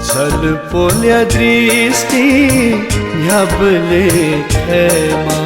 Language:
Newari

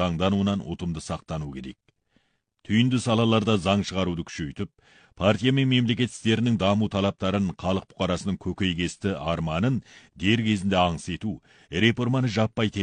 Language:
Kazakh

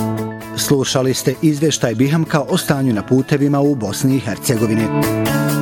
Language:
Bosnian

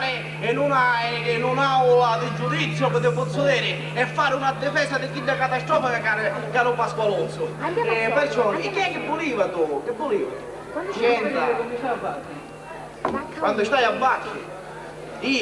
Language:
Sicilian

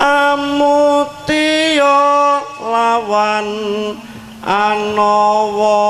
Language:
Javanese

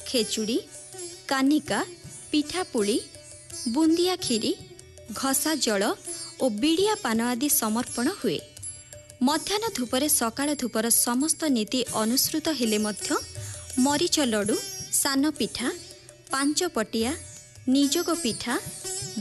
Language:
Odia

